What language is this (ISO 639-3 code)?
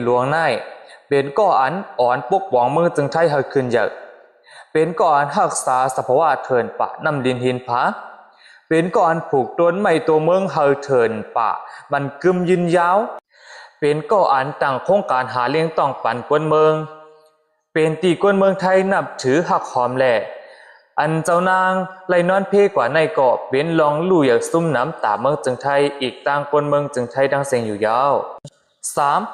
shn